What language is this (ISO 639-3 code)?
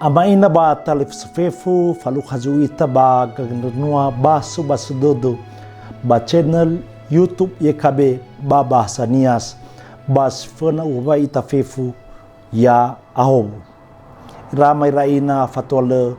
nia